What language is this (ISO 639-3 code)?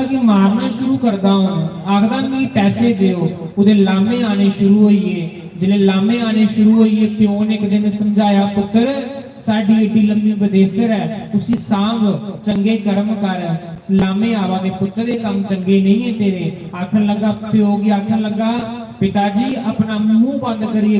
doi